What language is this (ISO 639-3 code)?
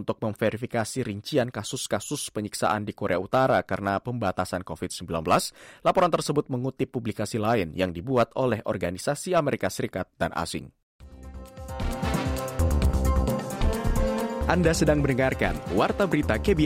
ind